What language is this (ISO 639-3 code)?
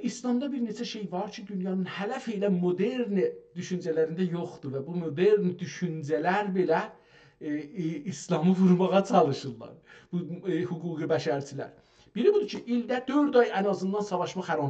azb